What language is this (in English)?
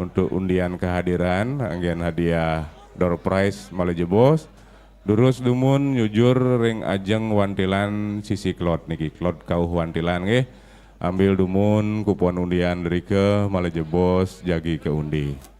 Balinese